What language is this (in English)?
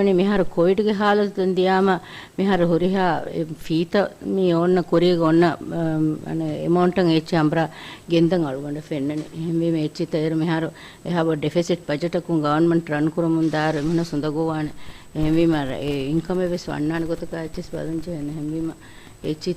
Divehi